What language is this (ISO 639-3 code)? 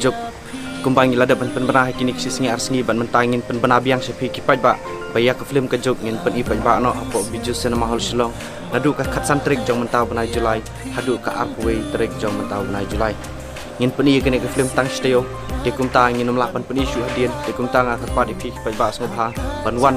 kha